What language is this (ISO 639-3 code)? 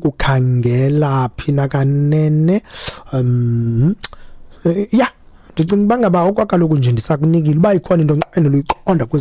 xho